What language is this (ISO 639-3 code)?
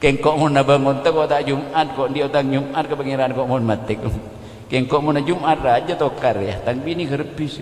mad